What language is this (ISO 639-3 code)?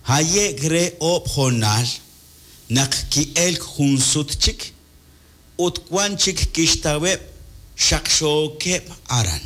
kek